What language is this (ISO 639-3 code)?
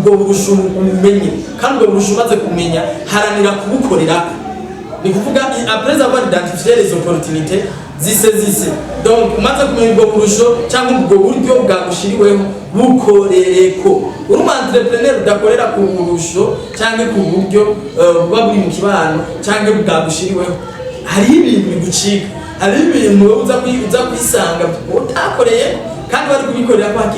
run